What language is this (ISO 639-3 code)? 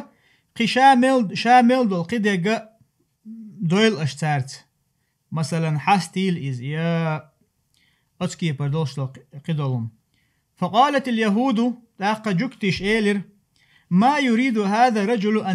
che